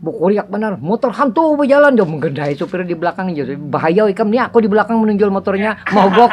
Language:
Banjar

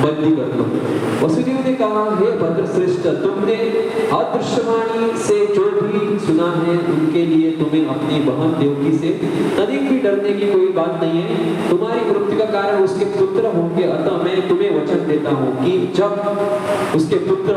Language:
Konkani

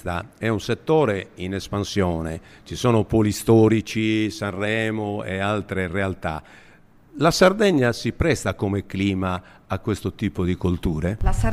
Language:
Italian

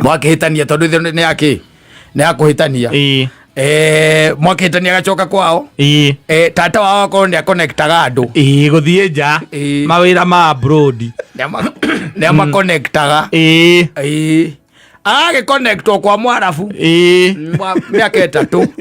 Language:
Kikuyu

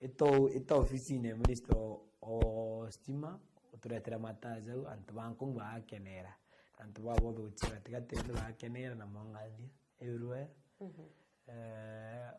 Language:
Meru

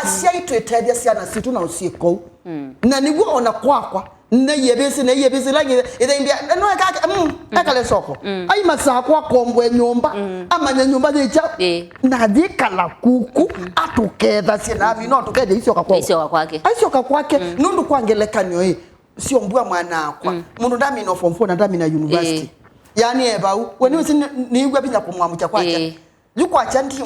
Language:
Kamba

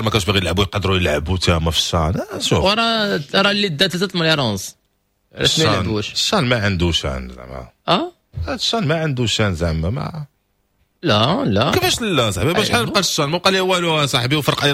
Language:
Moroccan Arabic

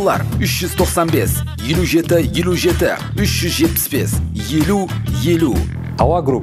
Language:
Kara-Kalpak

